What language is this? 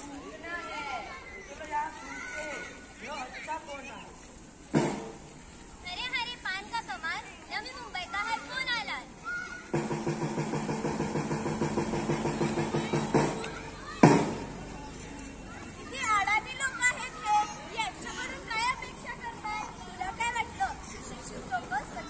Marathi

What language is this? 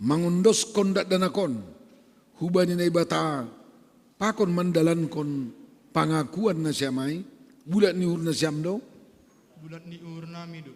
Batak Simalungun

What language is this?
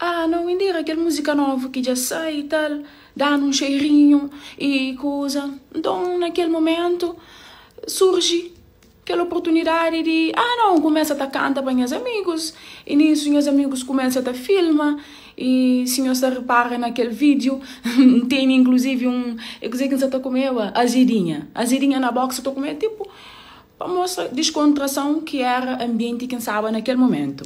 Kabuverdianu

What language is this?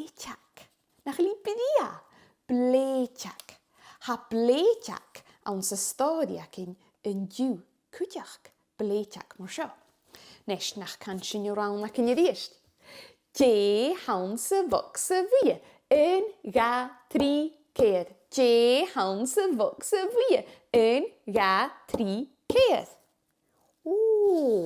Scottish Gaelic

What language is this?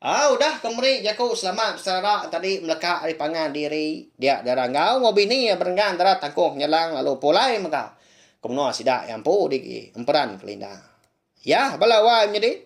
Iban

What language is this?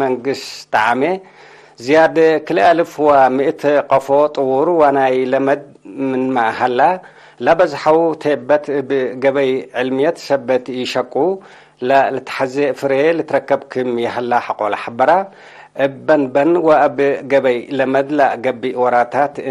Tigre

